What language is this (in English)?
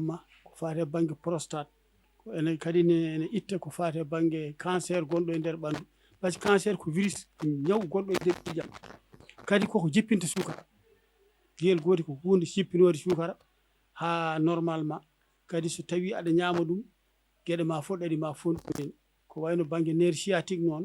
Fula